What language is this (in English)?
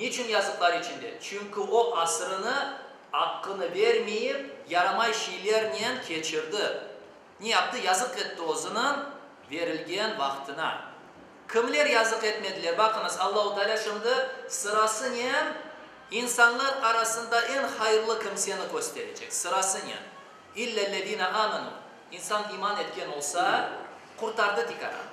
Crimean Tatar